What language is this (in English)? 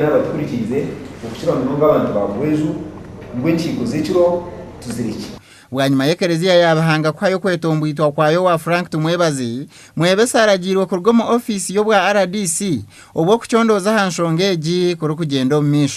Nyankole